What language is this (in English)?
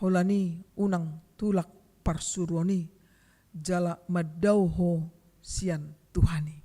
Batak Toba